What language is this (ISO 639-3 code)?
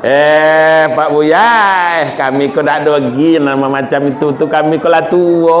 min